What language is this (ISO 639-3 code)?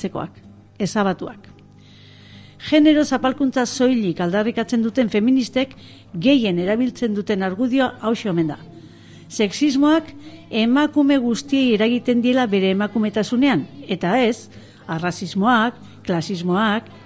eus